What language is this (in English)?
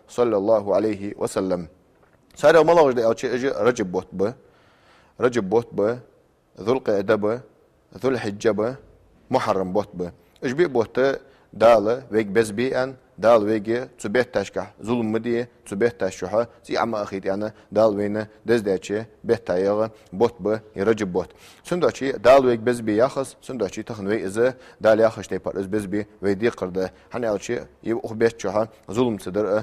Ingush